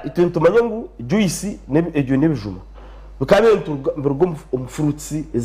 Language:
Nyankole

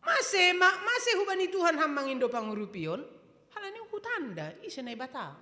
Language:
Batak Simalungun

